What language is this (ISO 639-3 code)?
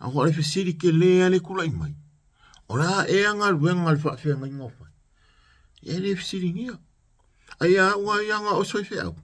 smo